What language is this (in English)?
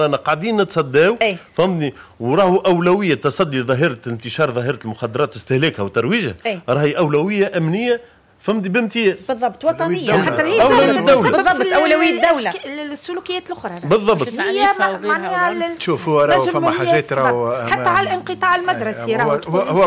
Tunisian Arabic